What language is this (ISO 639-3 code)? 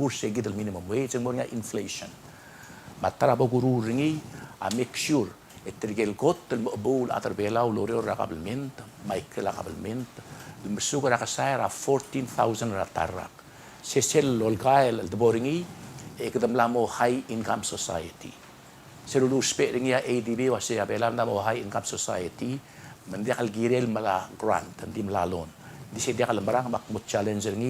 pau